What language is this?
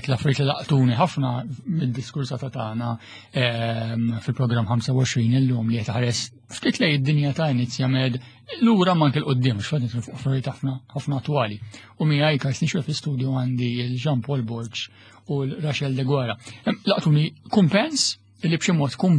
Maltese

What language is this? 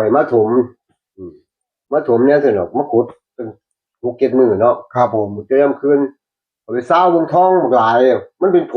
Northeastern Thai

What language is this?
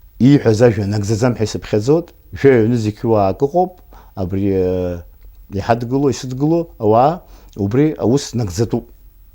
Abkhazian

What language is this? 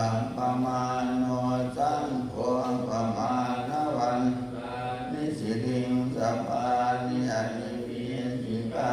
Pali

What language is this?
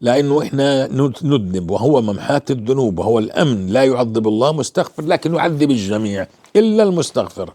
North Levantine Arabic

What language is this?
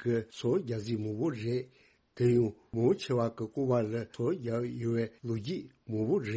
Tibetan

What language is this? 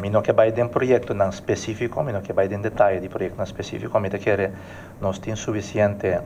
Papiamento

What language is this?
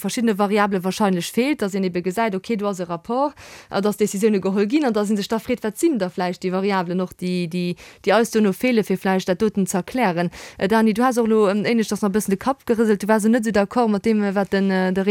Luxembourgish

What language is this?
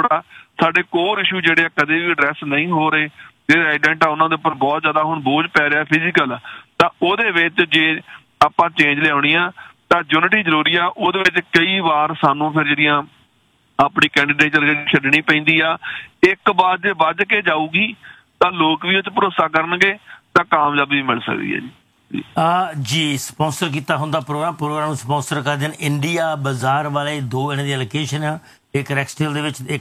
Punjabi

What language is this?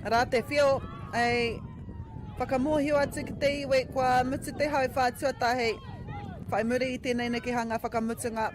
Māori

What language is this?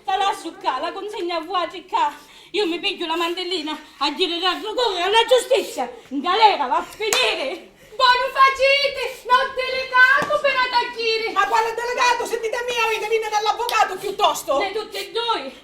Sicilian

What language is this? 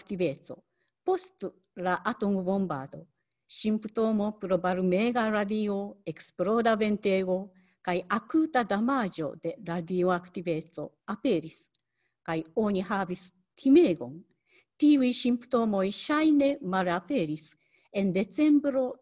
Esperanto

